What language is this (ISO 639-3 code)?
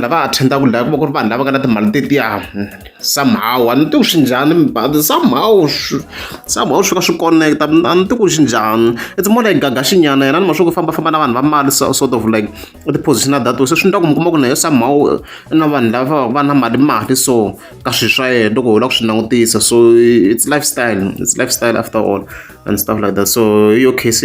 tso